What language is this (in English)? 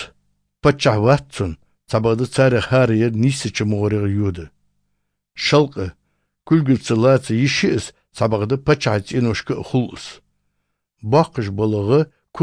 Chechen